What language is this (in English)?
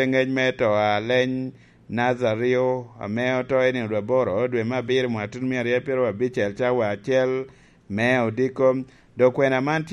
Lango (Uganda)